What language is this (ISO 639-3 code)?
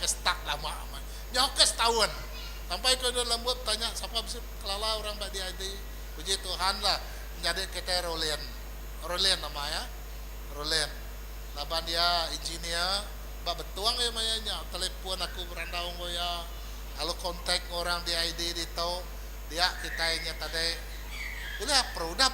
iba